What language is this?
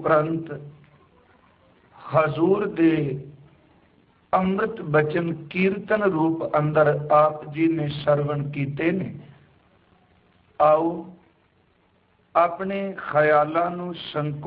Punjabi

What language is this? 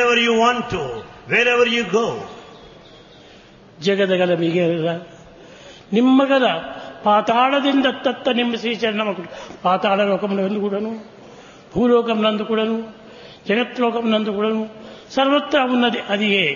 Telugu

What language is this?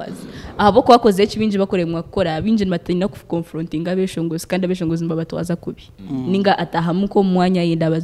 Nyankole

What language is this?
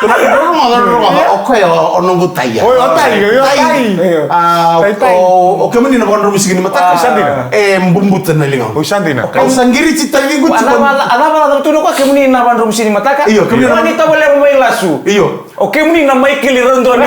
Fijian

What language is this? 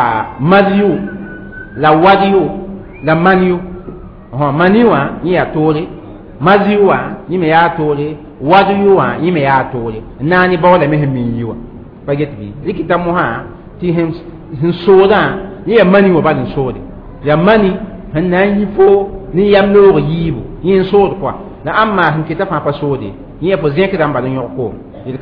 Mossi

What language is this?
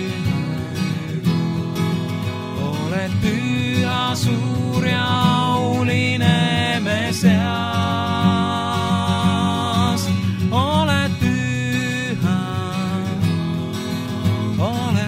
Estonian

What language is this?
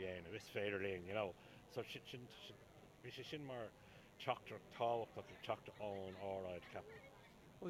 Irish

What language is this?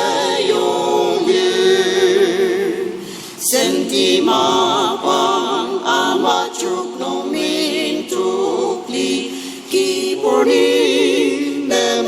Ao Naga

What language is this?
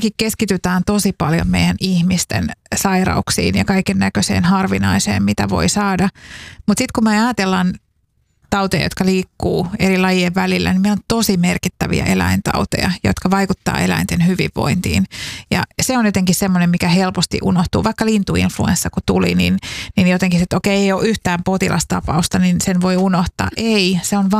Finnish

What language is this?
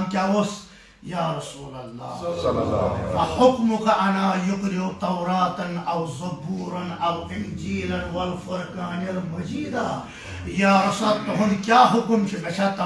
Kashmiri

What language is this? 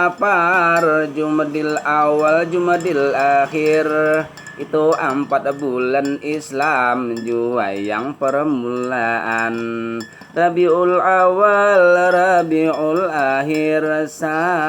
Banjar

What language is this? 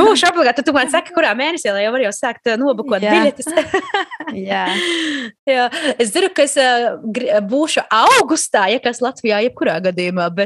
Latvian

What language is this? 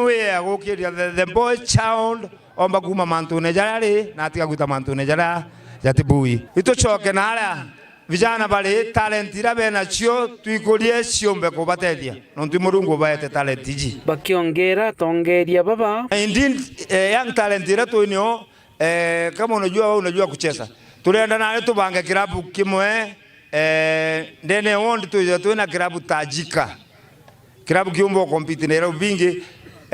Meru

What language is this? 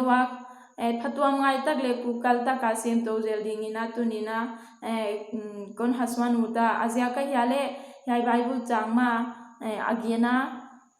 Paite Chin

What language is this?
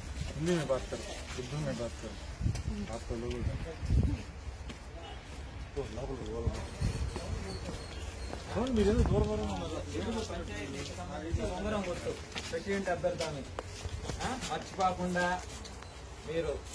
Telugu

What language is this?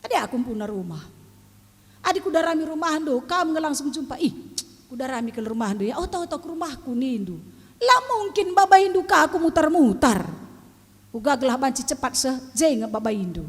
Batak Karo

